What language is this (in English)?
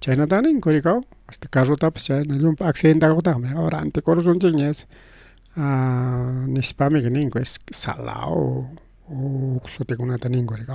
Ayacucho Quechua